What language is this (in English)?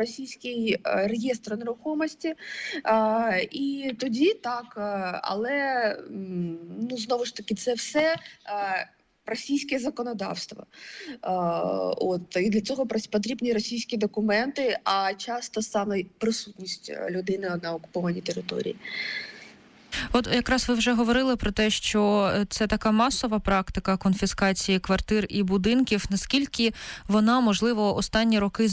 Ukrainian